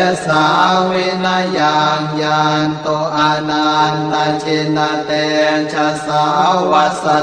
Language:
Pali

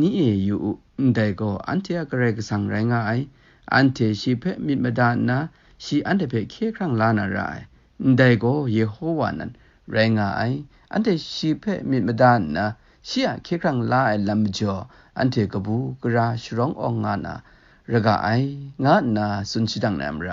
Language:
Kachin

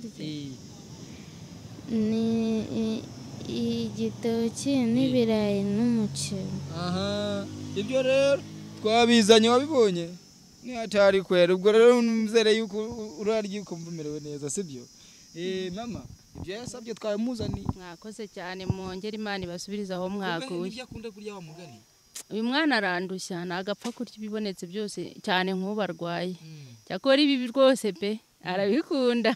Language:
Kinyarwanda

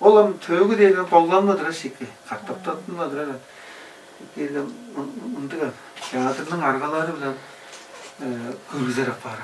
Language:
Tuvinian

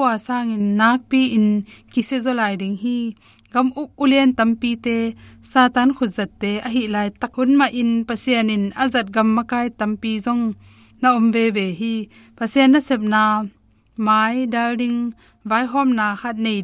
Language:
Tedim Chin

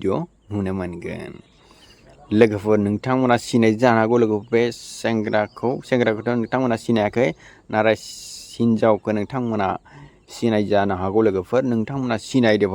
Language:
Bodo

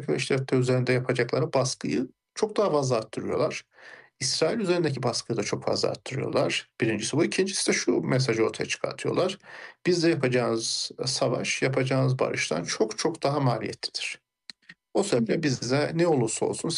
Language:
Turkish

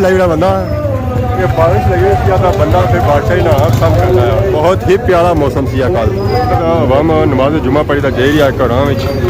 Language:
Pahari-Potwari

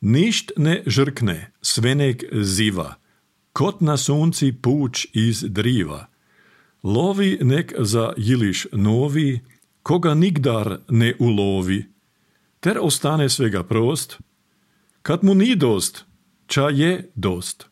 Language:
Croatian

